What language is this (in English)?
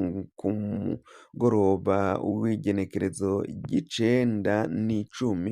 Rundi